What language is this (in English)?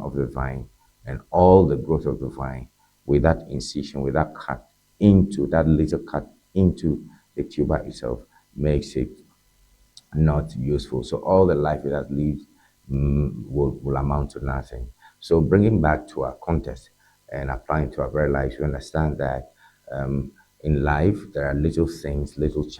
Ewe